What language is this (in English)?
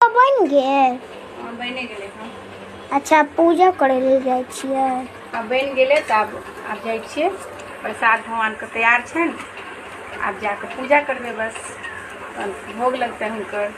Maithili